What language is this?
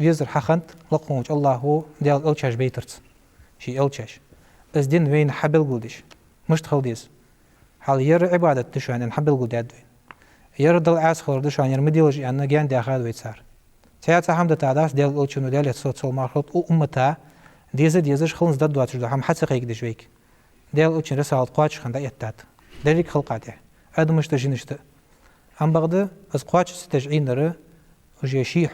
Ingush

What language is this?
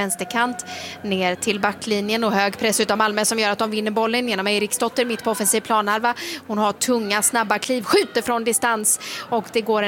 Swedish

